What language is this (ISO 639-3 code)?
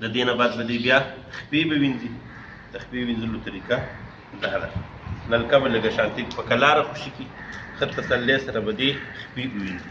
pus